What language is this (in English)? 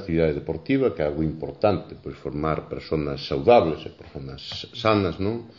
Galician